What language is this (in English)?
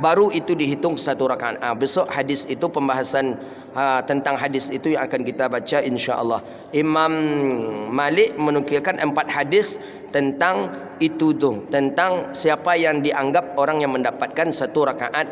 Malay